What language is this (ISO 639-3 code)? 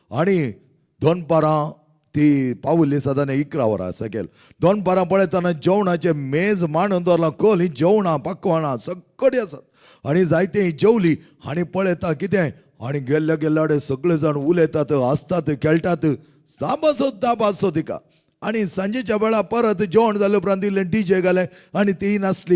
kok